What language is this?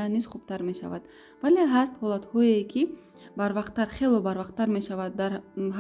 Tajik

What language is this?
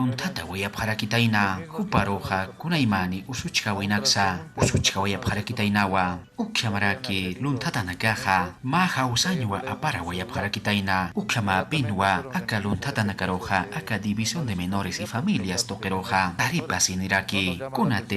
Aymara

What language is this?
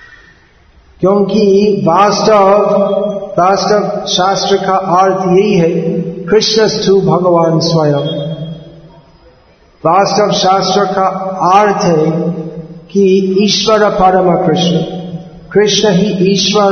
Hindi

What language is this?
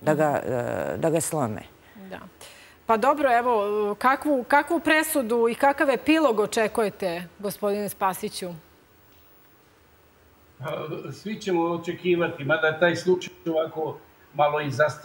Serbian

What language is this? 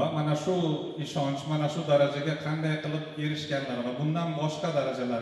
Uzbek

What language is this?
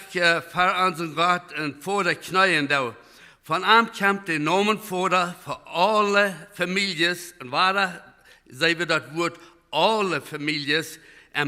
Plautdietsch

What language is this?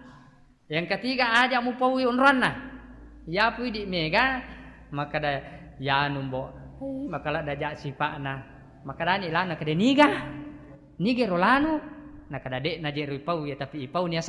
Buginese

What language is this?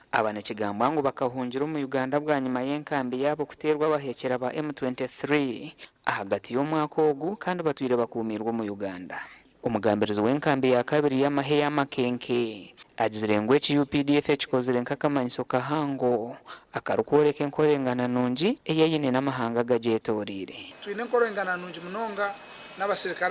Nyankole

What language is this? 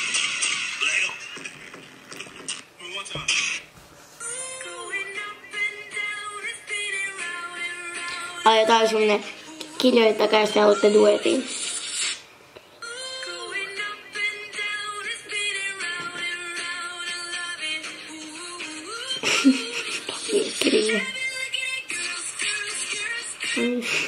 Finnish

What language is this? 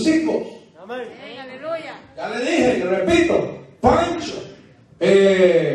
Spanish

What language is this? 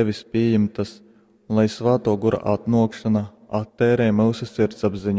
Latgalian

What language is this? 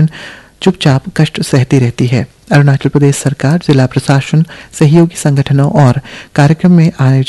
Hindi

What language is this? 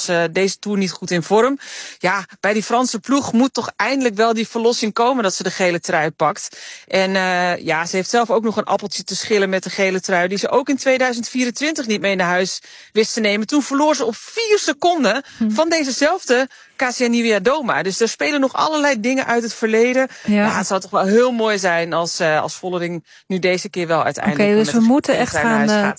Dutch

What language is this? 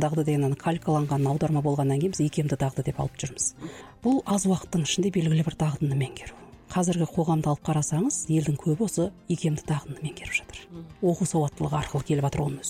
Kazakh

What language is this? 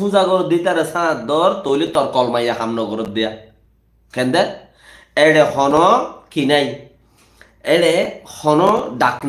Rohingya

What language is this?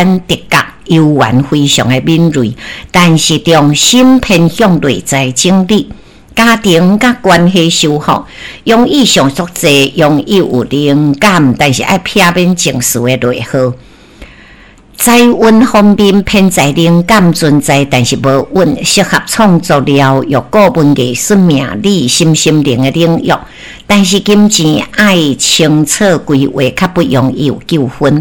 Min Nan Chinese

